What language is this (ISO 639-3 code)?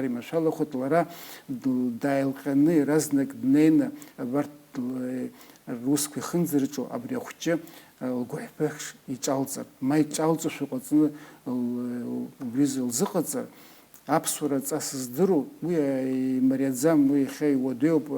abk